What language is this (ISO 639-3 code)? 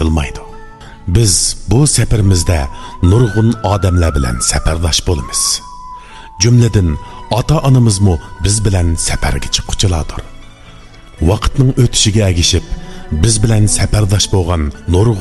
uig